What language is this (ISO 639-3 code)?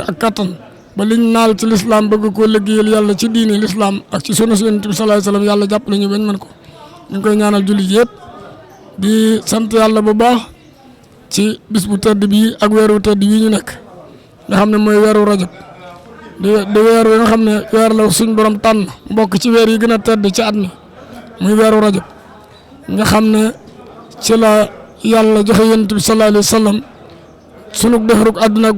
wol